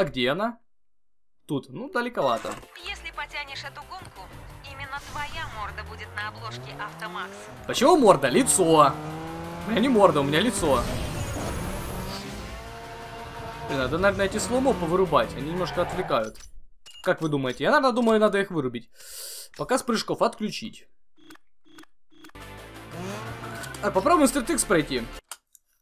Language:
Russian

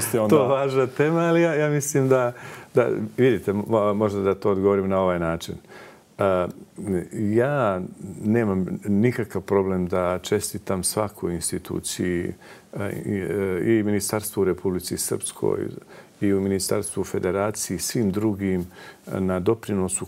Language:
Bosnian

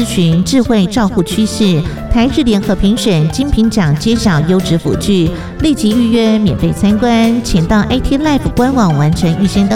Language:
Chinese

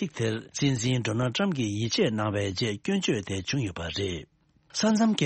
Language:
Tibetan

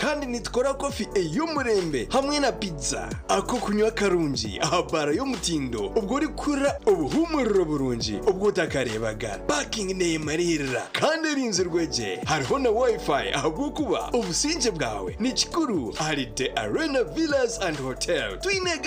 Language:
Nyankole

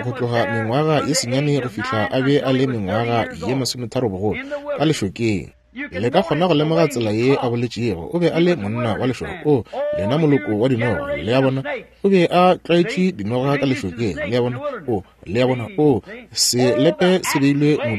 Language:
Northern Sotho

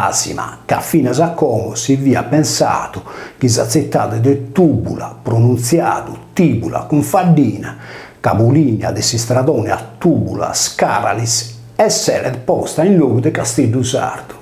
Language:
Sardinian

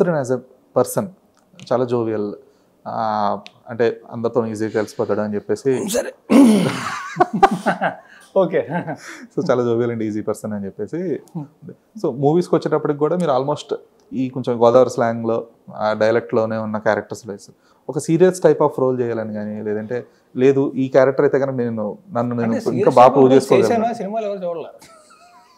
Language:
Telugu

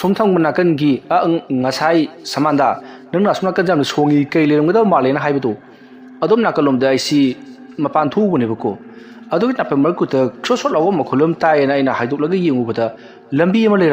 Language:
Manipuri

